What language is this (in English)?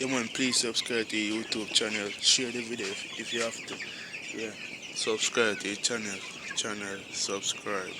Jamaican Creole English